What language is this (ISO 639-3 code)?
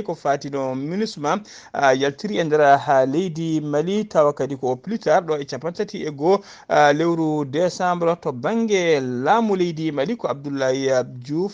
ful